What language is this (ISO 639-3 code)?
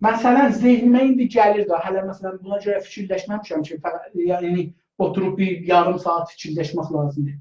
azb